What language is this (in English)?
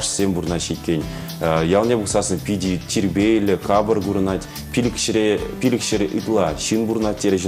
Chuvash